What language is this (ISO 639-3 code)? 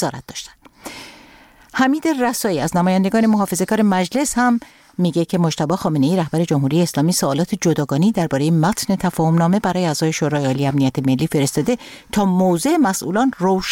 fas